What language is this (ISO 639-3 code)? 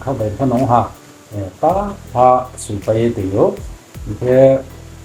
ria